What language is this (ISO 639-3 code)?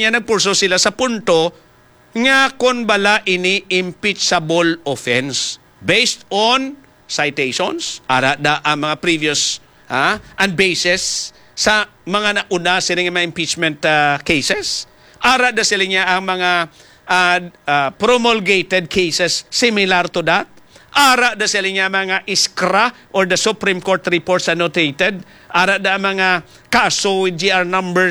hil